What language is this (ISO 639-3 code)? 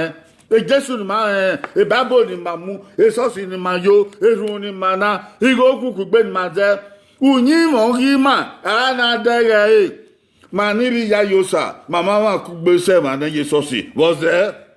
bin